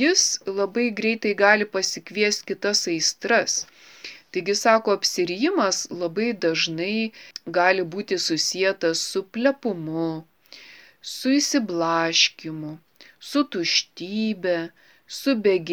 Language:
Lithuanian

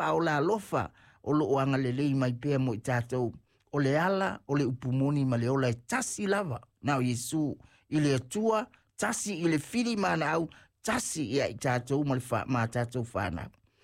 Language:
Samoan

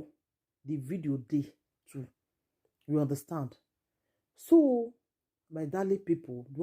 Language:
Nigerian Pidgin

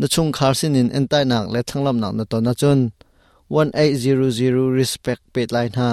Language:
Hakha Chin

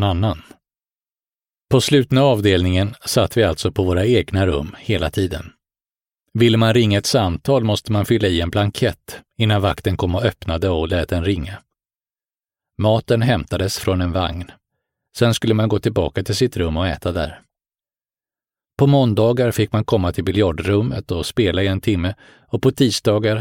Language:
Swedish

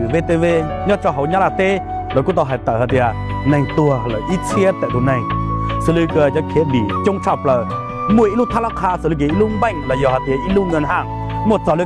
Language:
Hmong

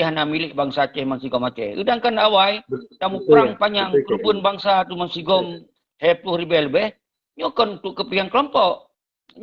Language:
Achinese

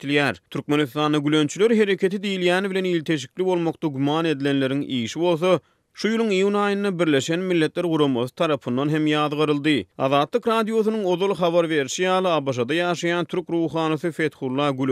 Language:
Turkmen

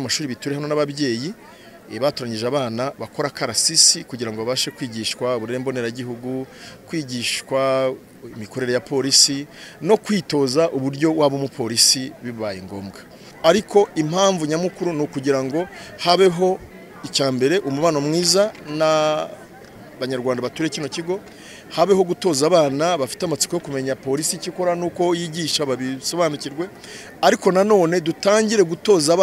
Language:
Kinyarwanda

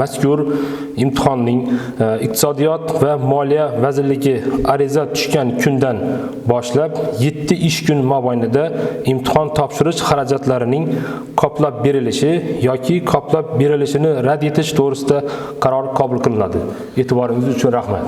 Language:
Uzbek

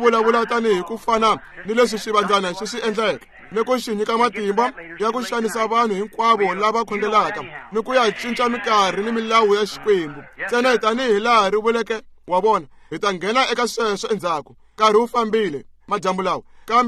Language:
Tsonga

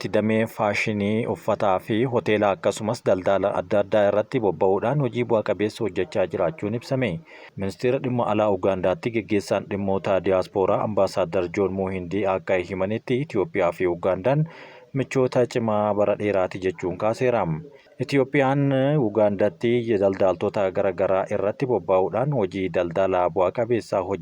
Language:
Oromo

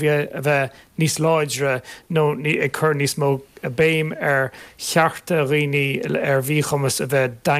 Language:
Irish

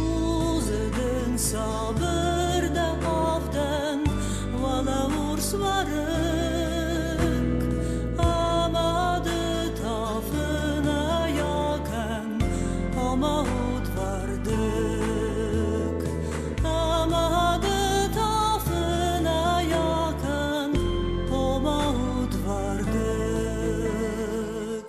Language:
Ossetic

